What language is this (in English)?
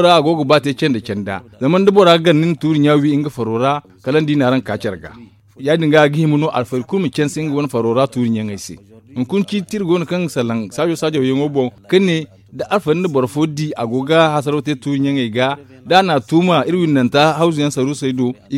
Zarma